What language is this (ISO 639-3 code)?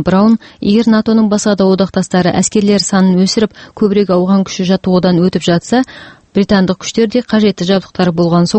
kaz